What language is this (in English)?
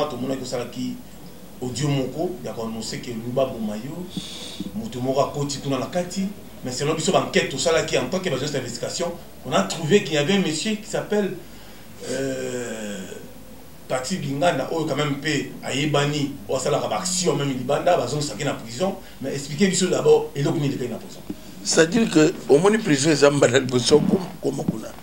Lingala